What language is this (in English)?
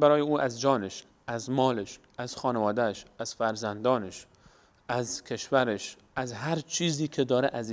Persian